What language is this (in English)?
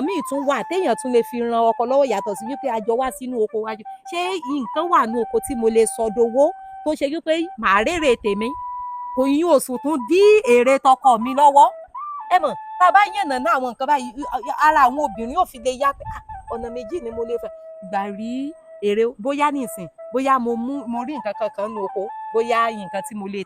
Yoruba